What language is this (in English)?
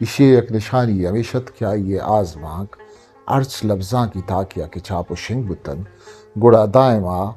Eastern Balochi